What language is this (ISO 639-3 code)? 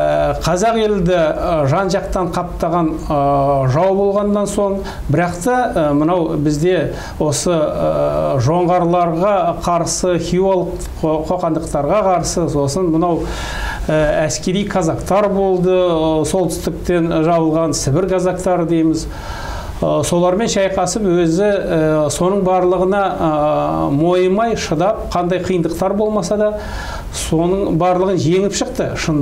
kaz